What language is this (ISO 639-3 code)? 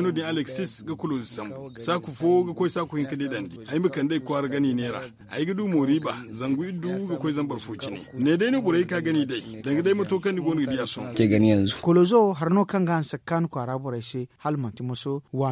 dje